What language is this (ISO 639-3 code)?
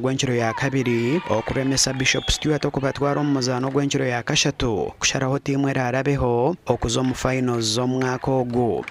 nyn